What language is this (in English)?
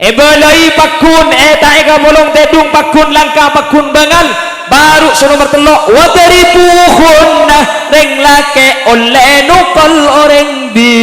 Madurese